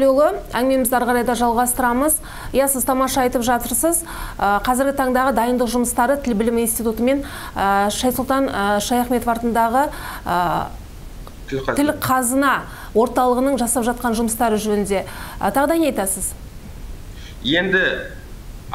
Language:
Kazakh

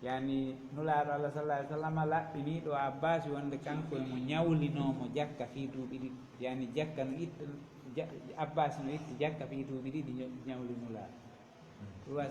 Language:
Pular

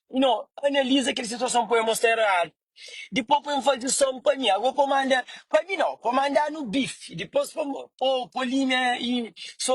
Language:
Kabuverdianu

